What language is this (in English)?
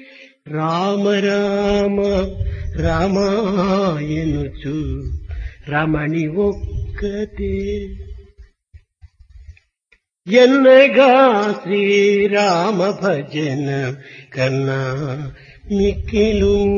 Telugu